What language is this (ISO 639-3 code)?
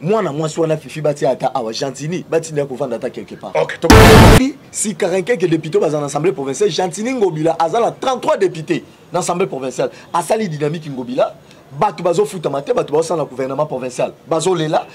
lin